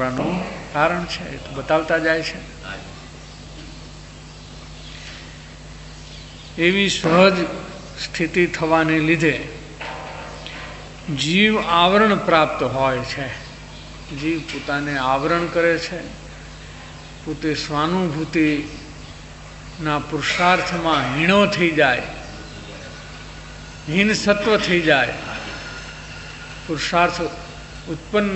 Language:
Gujarati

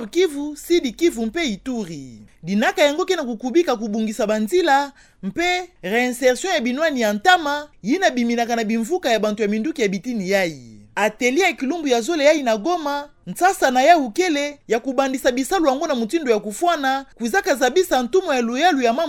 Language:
Kituba (Democratic Republic of Congo)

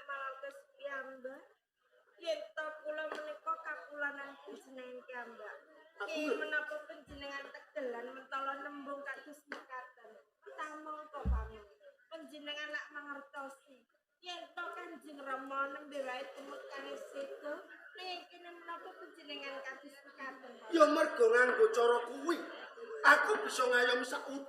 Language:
Javanese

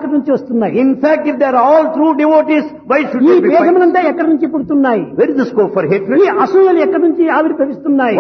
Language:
Telugu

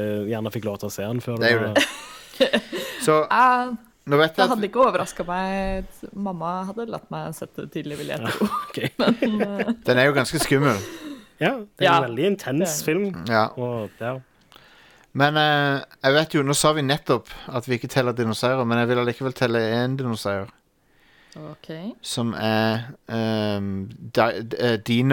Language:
Norwegian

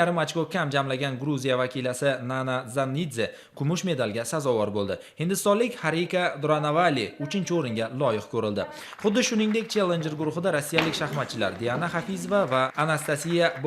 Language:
Uzbek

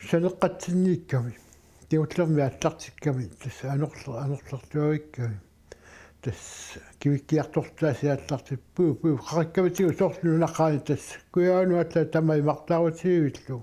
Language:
Kalaallisut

